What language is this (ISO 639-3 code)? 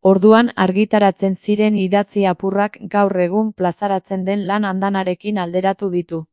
eus